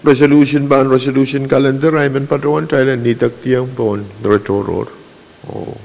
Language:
Pohnpeian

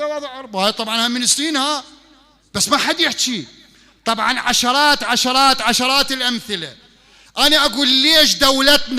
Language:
Mesopotamian Arabic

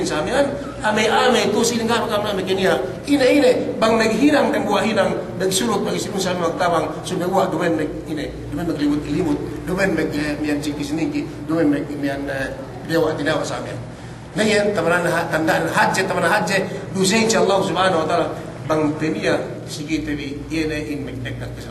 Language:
Yakan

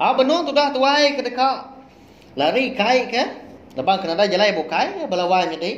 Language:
Iban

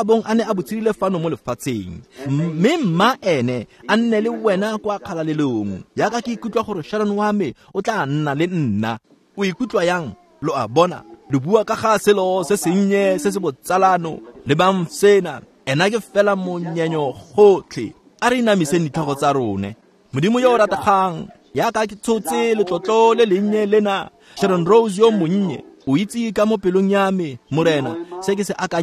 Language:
Tswana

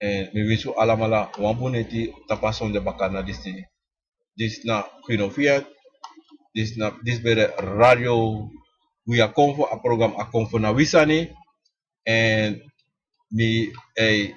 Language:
Sranan Tongo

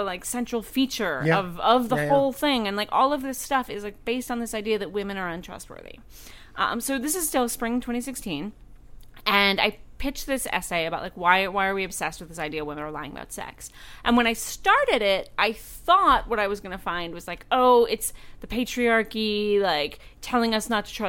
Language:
English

